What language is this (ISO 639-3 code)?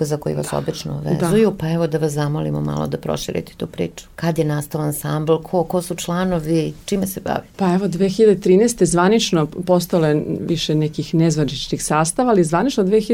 srp